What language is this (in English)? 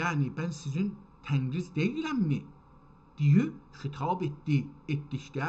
South Azerbaijani